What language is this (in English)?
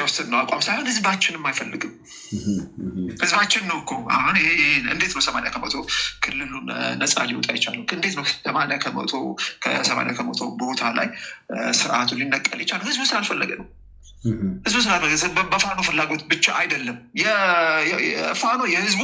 Amharic